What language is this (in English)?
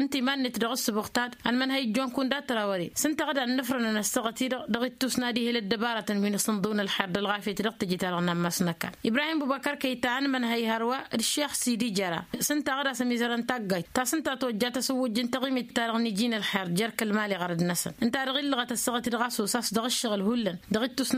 Tamasheq